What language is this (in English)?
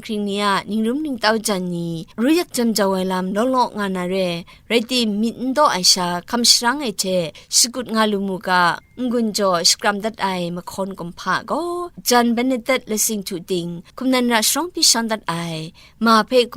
Kachin